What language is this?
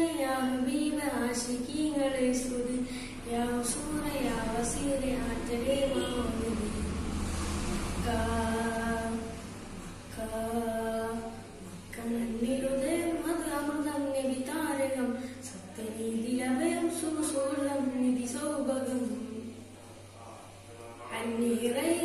Malayalam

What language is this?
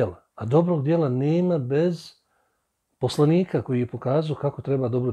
Bosnian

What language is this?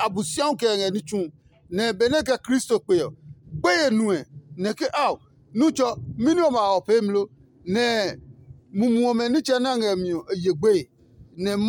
Adangme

